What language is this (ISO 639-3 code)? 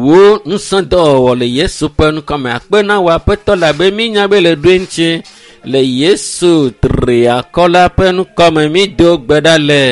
ewe